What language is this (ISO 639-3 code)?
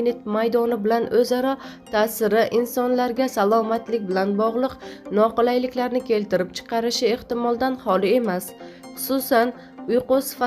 uzb